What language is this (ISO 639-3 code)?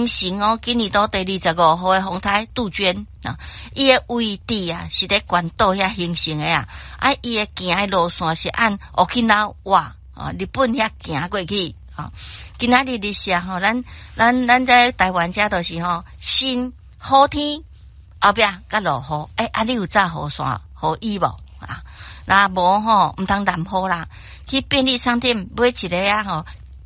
nan